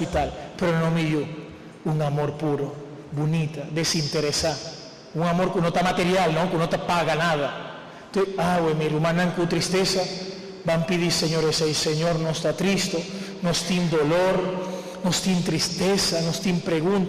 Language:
Papiamento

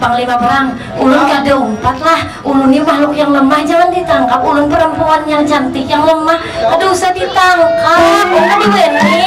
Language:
Banjar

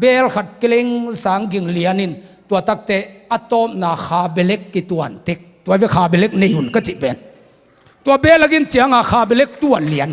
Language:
Tedim Chin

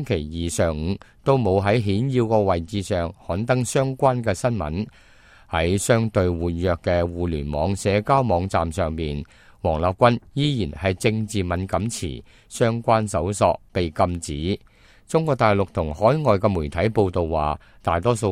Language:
Cantonese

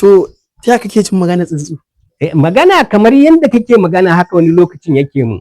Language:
Hausa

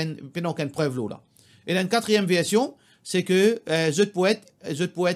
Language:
Morisyen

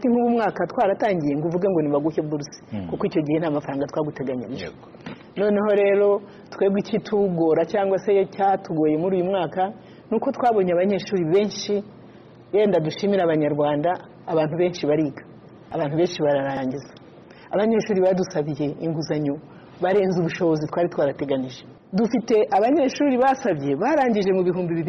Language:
Kinyarwanda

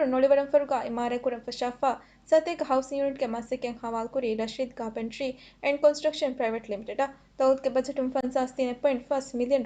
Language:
Divehi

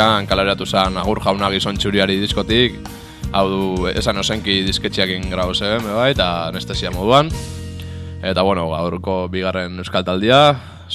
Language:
Basque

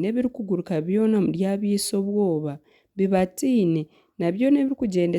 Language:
Nyankole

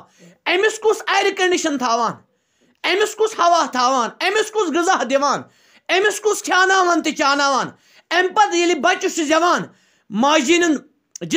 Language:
Kashmiri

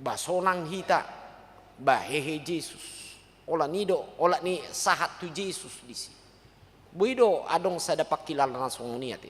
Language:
Batak Toba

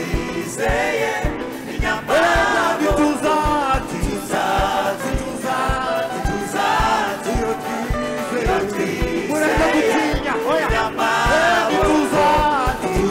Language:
Kinyarwanda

